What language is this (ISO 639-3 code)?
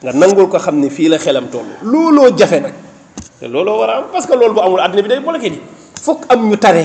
wol